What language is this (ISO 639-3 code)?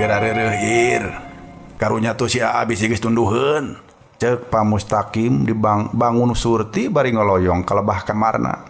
sun